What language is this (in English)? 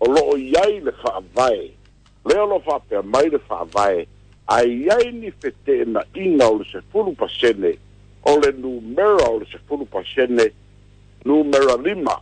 Samoan